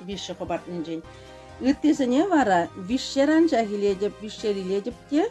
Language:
Chuvash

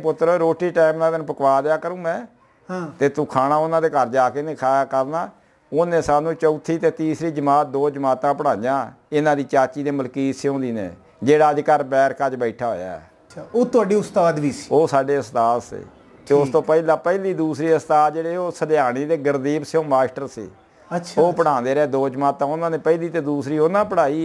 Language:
Punjabi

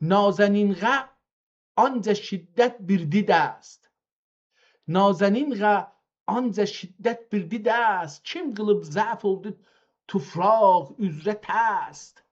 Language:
South Azerbaijani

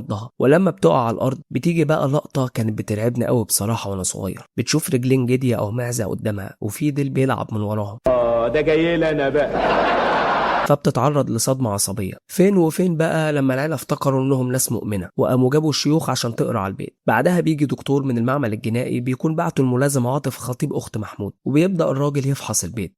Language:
Egyptian Arabic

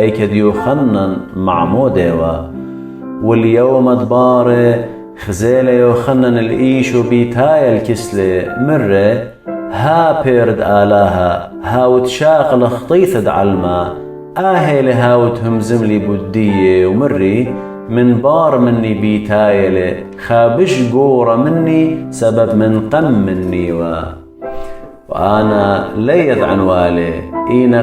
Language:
Assyrian Neo-Aramaic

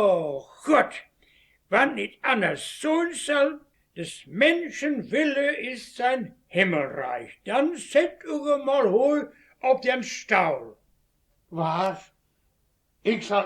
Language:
Westphalien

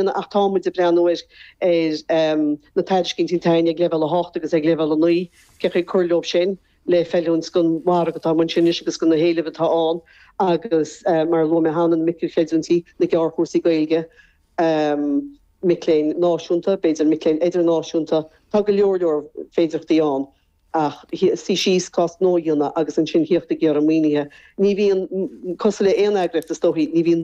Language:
Irish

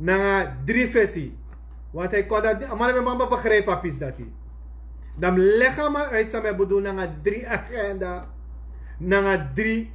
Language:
Sranan Tongo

